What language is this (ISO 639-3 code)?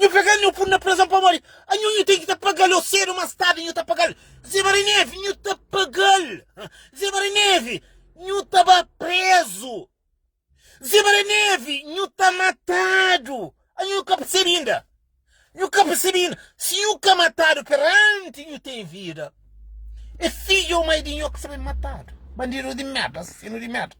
kea